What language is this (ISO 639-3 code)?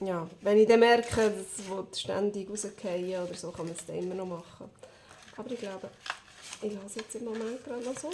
gsw